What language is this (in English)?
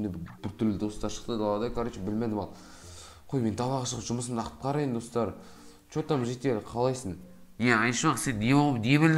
Kazakh